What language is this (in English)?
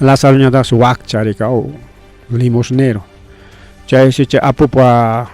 Ayacucho Quechua